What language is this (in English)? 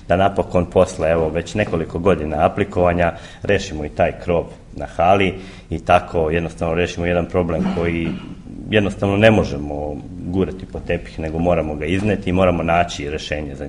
Serbian